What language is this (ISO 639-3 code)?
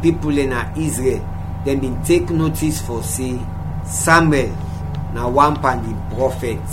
kri